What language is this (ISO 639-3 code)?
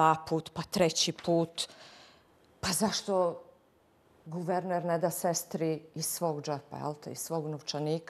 bos